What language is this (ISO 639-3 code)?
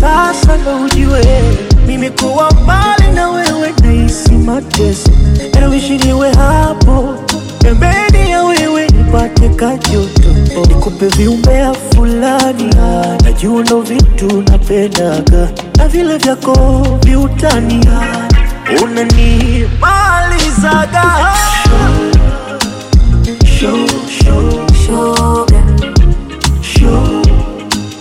swa